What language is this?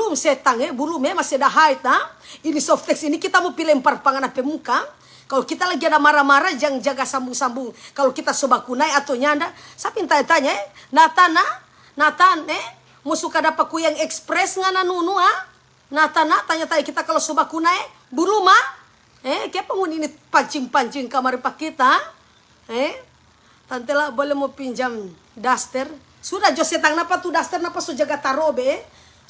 Manado Malay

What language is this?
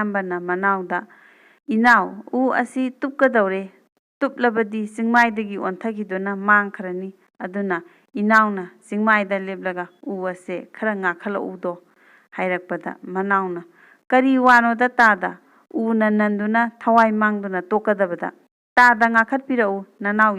Manipuri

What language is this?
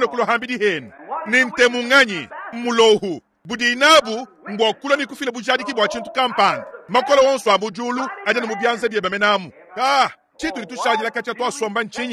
Luba-Lulua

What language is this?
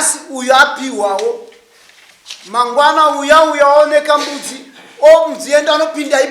Shona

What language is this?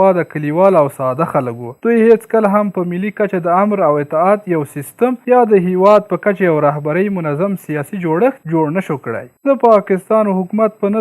Pashto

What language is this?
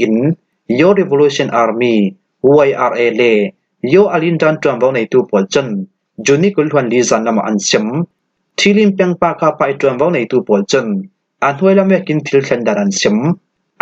Falam Chin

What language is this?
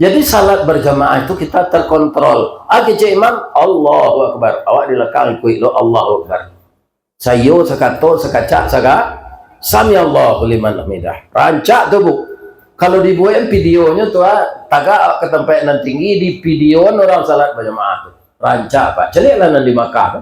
Minangkabau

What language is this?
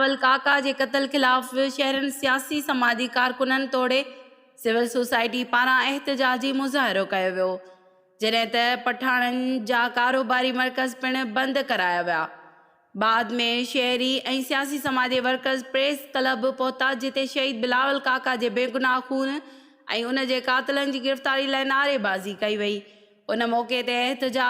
Sindhi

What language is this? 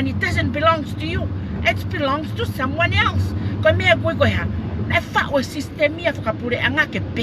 Tongan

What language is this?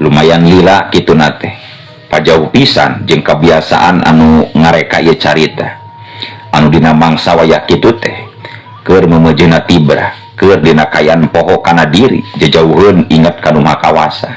Sundanese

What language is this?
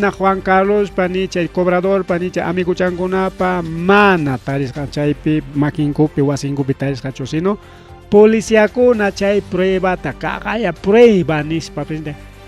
Ayacucho Quechua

